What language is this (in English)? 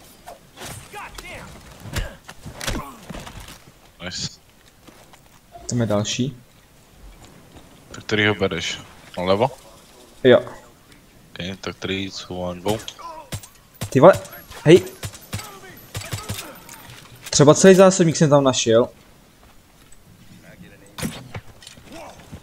Czech